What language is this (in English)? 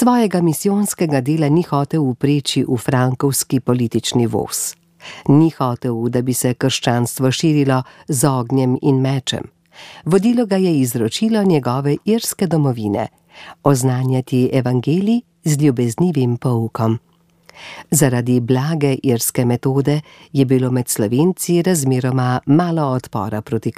Slovenian